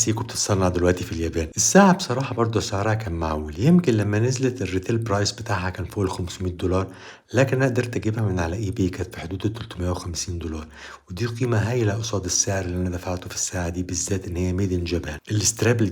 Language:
Egyptian Arabic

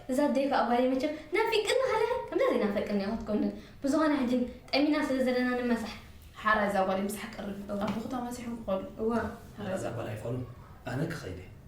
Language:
Tigrinya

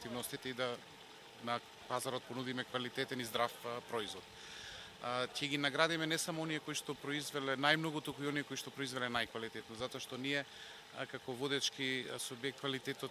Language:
Macedonian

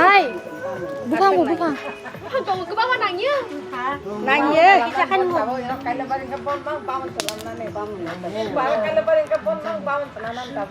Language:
Kok Borok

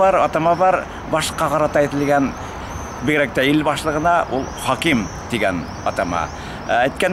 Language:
Bashkir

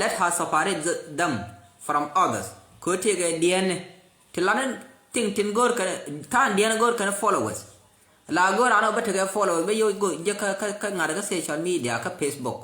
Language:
Nuer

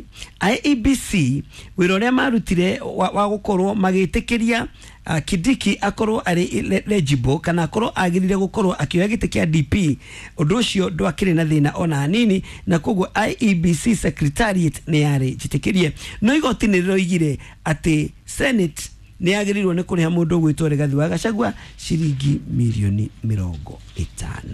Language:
Kikuyu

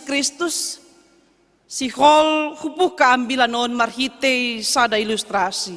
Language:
Batak Simalungun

